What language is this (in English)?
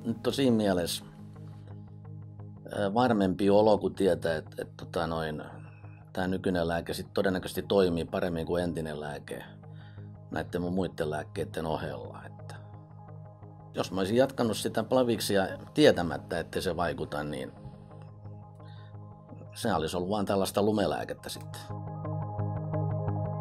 Finnish